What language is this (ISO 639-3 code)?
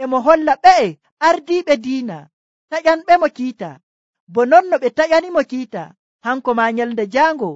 fuv